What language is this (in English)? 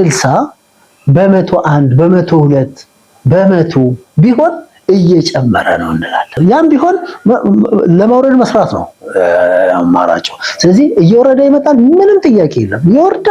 Amharic